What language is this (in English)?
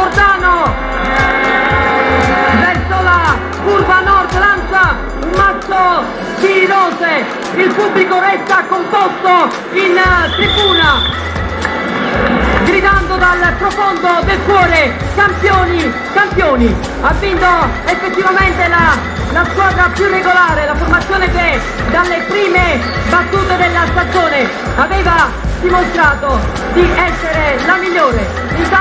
Italian